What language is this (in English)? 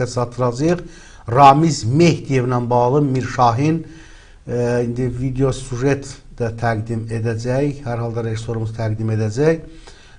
Azerbaijani